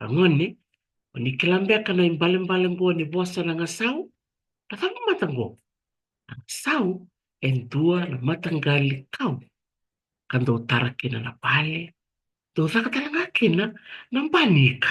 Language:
Fijian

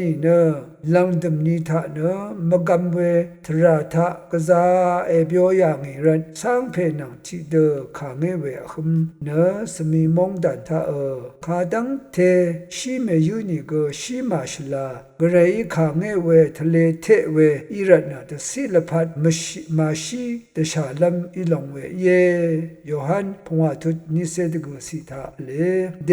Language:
Rawang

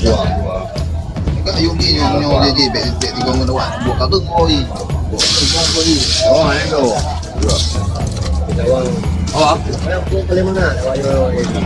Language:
Achinese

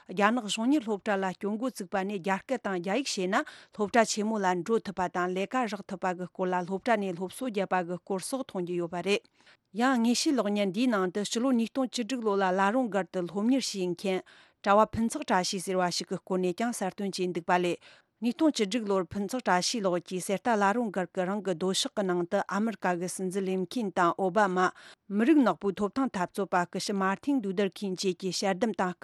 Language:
Tibetan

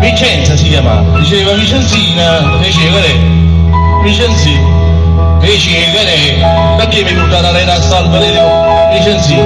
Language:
Neapolitan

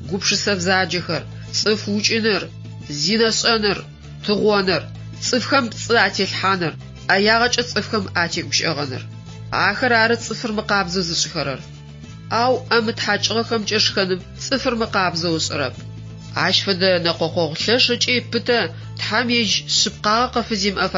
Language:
Adyghe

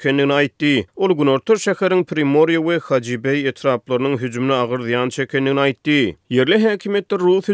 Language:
Turkmen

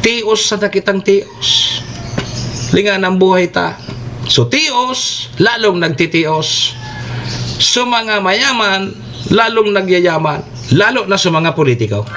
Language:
Bikol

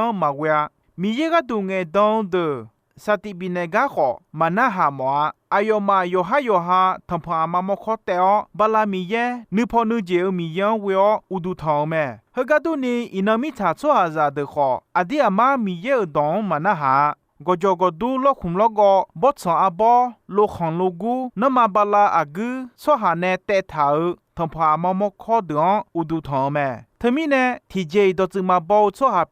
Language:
Akha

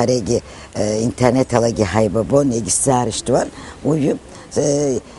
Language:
Abkhazian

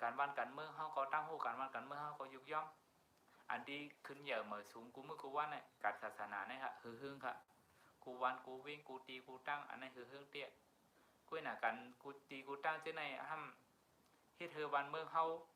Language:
Shan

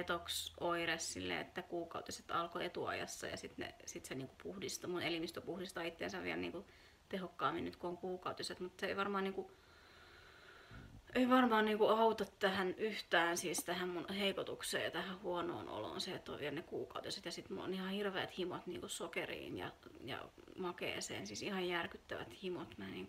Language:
Finnish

